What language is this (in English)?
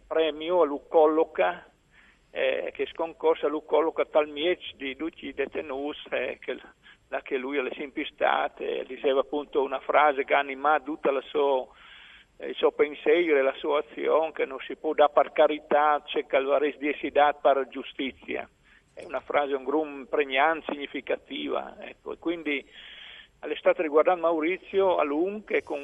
Friulian